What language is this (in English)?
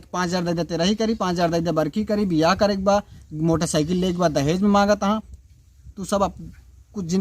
Awadhi